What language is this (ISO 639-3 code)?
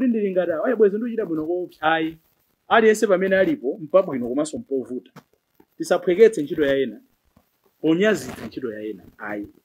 nya